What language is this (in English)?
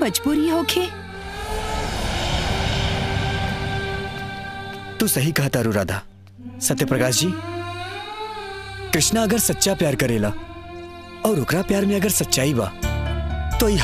Bhojpuri